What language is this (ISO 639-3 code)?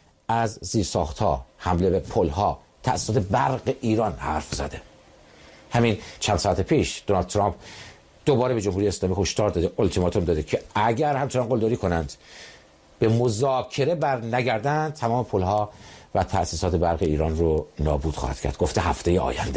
fas